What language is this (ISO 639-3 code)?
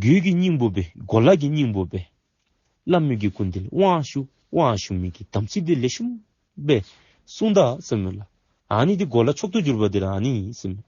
dzo